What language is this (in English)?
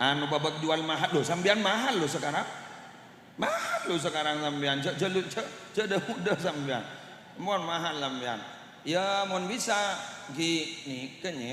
Madurese